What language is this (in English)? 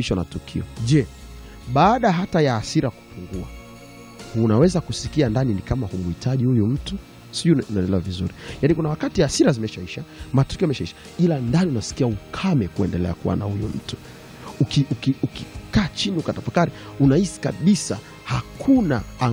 Swahili